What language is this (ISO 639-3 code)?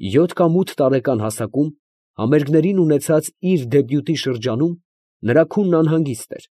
hye